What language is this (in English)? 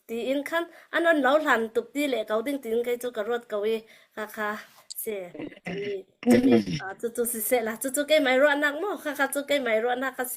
Falam Chin